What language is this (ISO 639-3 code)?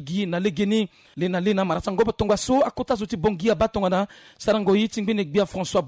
sag